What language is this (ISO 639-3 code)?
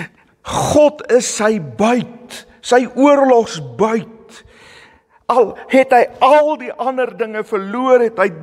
afr